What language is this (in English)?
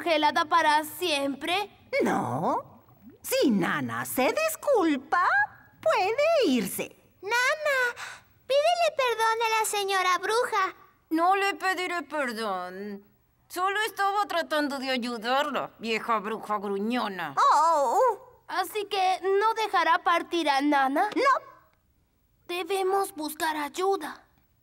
Spanish